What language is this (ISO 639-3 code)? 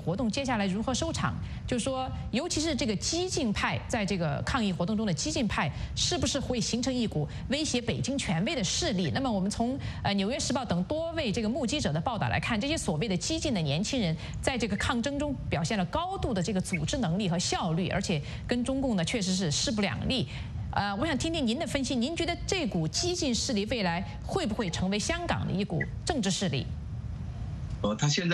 zho